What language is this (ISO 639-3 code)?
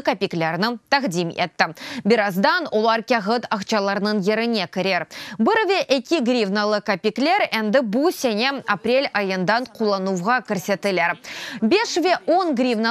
crh